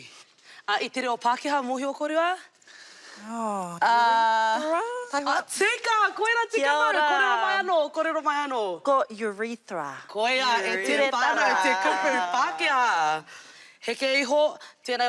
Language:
Māori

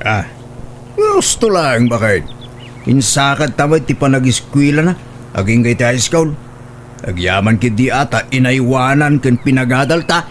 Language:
Iloko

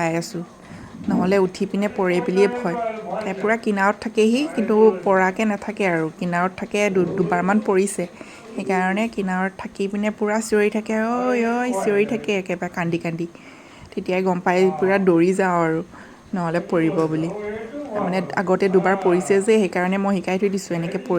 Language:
Assamese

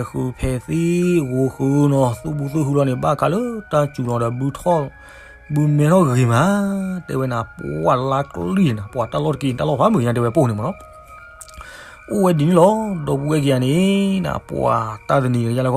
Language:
S'gaw Karen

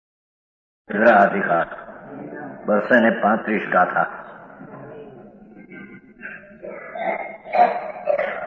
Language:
Gujarati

